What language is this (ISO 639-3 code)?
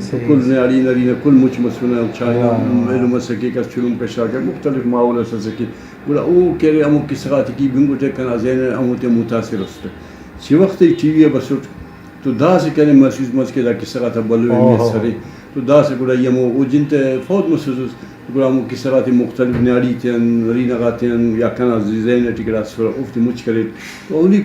brh